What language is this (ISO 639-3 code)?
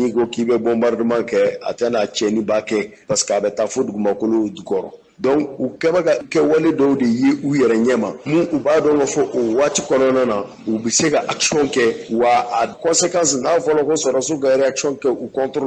bam